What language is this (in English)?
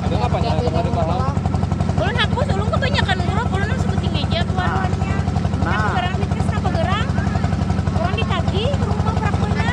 Banjar